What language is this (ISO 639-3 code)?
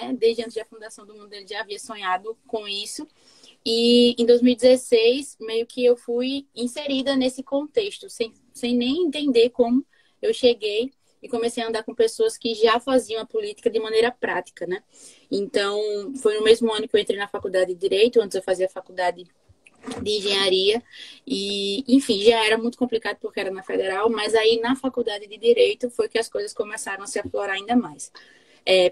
por